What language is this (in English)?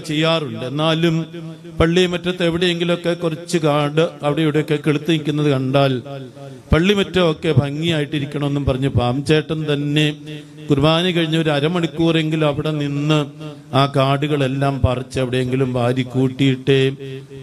Malayalam